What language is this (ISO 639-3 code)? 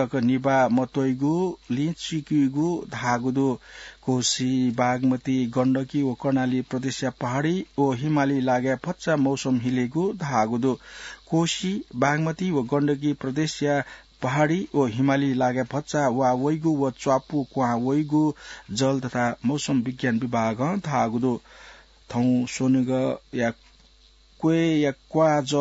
new